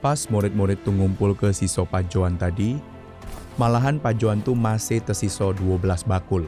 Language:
Musi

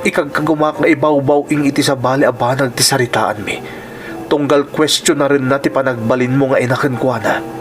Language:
Iloko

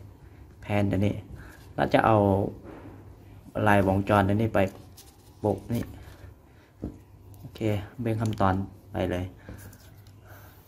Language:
Thai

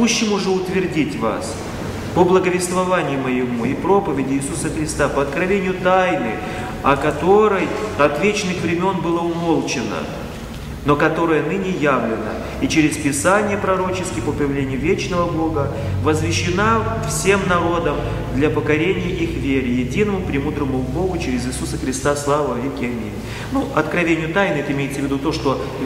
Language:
Russian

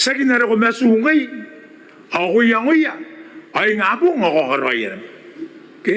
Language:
Gilbertese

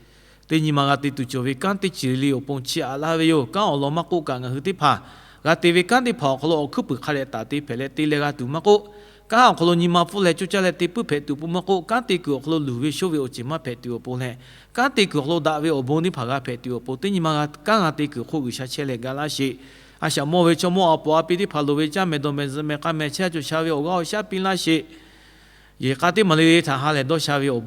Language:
Lahu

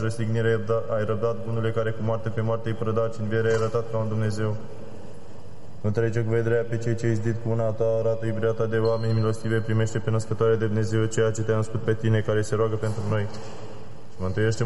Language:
Romanian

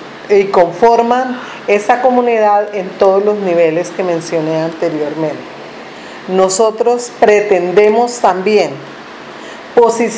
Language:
Spanish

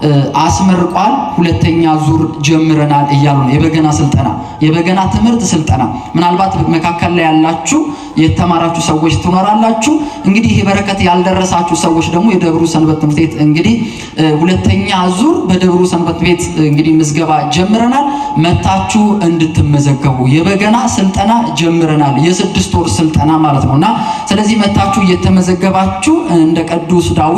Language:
Amharic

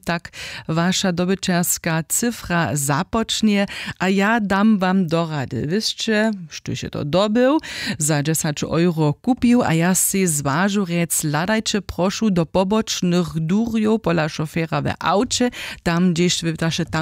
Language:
Upper Sorbian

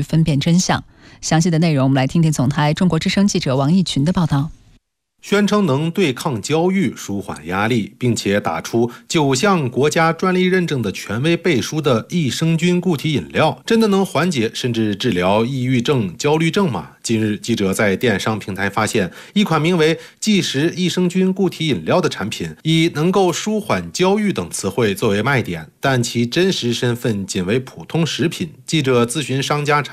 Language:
Chinese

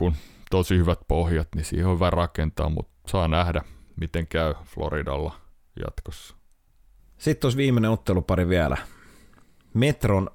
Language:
Finnish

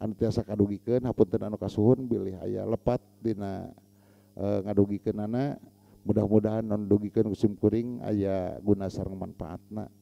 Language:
Sundanese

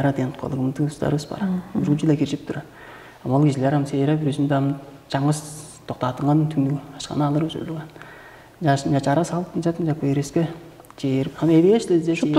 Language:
Tuvinian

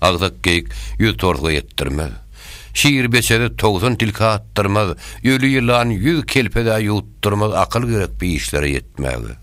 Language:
Turkmen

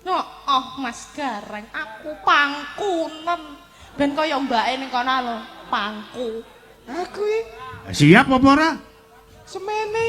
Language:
Javanese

